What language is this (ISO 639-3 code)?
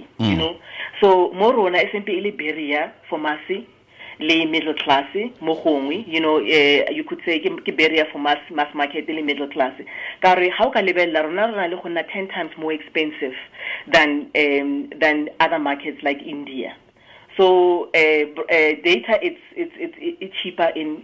tsn